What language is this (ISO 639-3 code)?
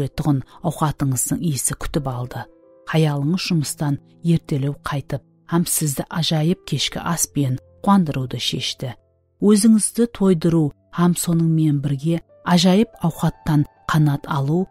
kaa